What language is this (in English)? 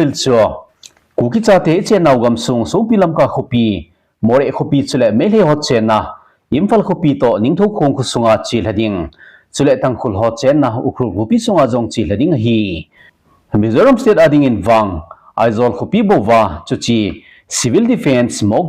Thado Chin